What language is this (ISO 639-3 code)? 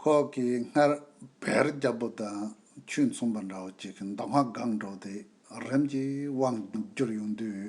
bod